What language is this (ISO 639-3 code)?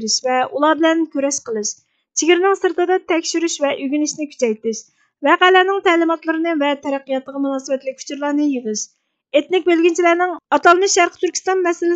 uig